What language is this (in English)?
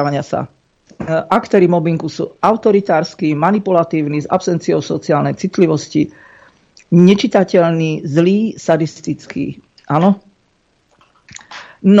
Slovak